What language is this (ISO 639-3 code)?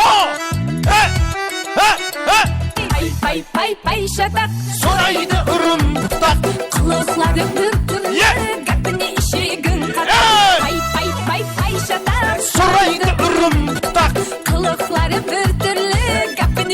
kaa